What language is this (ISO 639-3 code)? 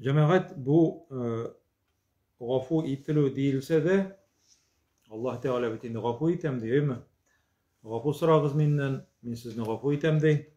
tat